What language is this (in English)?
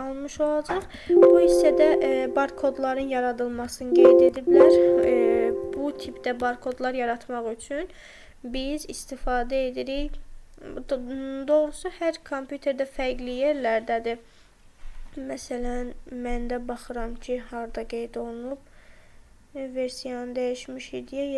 Azerbaijani